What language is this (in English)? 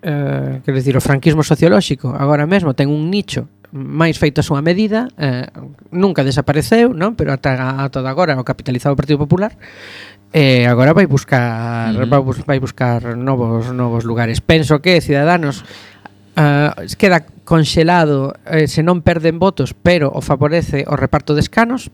Galician